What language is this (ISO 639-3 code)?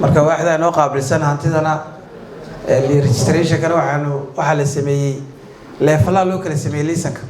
som